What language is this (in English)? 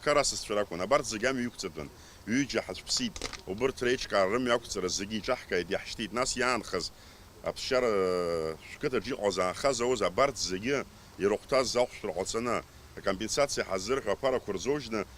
Abkhazian